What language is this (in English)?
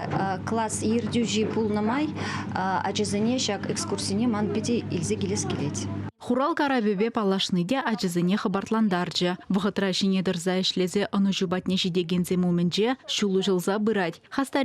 Chuvash